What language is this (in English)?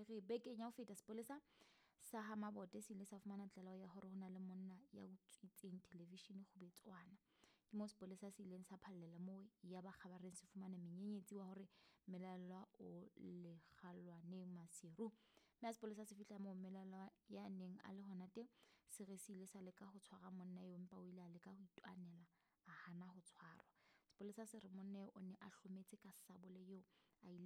Southern Sotho